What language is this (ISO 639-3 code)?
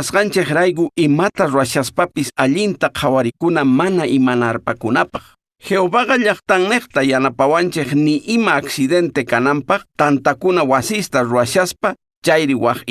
que